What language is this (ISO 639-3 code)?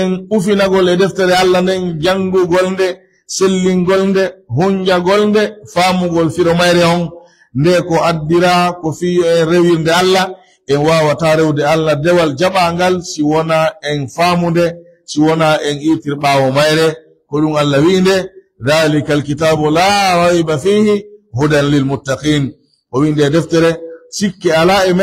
fuf